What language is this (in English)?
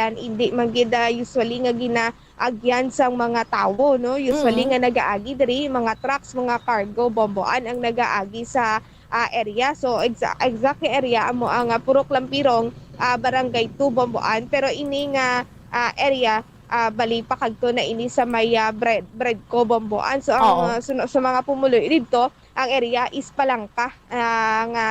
Hiligaynon